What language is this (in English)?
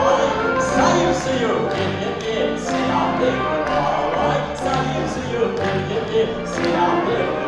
Crimean Tatar